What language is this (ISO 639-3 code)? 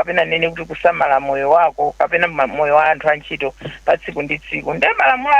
nya